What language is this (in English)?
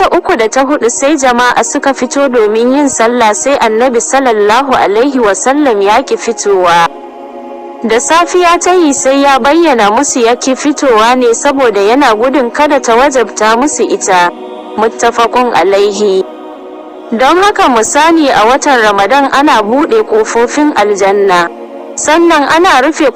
Hausa